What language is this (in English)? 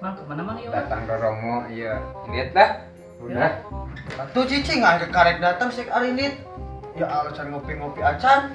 Sundanese